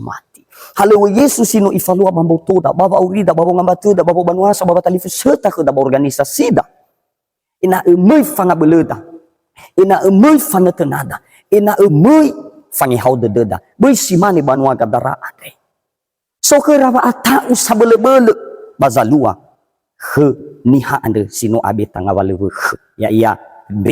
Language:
Nias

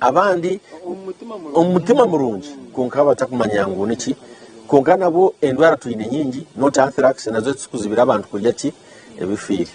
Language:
Nyankole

